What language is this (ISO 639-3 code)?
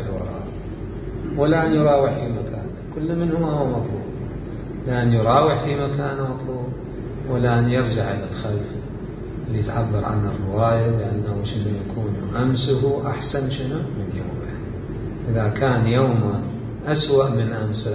acm